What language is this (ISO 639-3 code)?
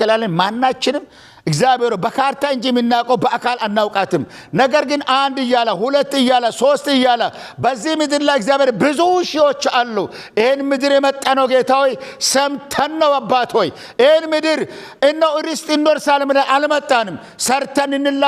amh